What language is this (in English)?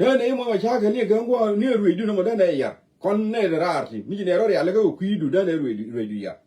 Nuer